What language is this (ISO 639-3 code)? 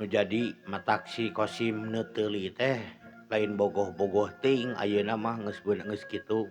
sun